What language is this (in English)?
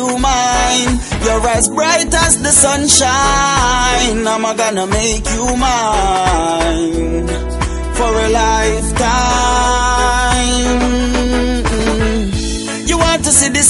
English